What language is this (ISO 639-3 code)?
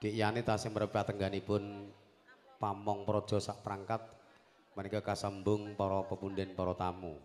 jav